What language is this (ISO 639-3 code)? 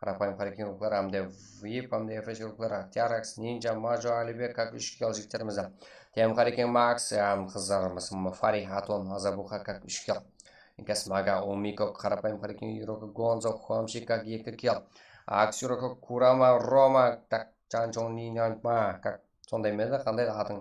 kaa